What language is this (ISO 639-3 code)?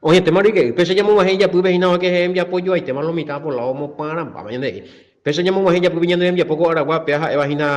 grn